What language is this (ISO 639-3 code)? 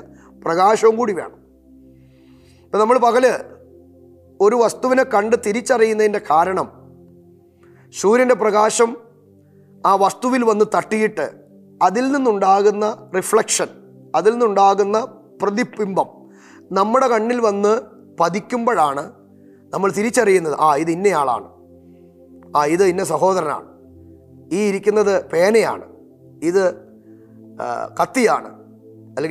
mal